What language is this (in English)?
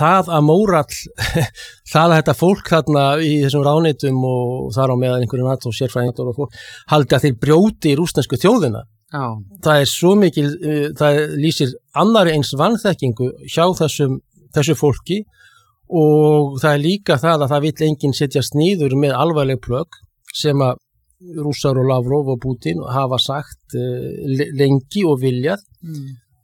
Icelandic